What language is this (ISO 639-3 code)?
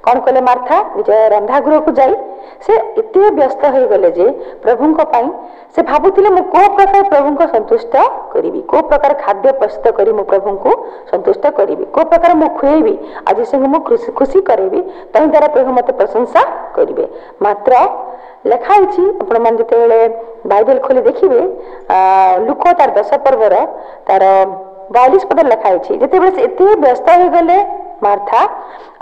ori